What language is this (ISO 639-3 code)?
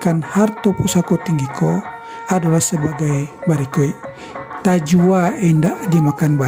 min